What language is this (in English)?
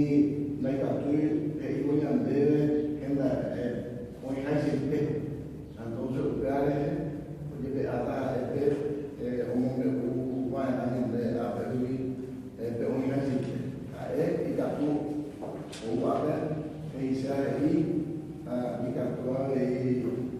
Guarani